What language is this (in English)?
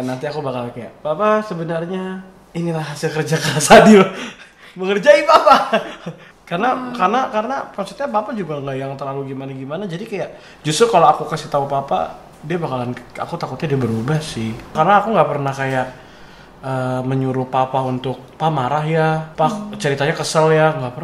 Indonesian